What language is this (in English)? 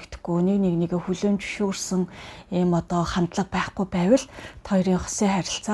Mongolian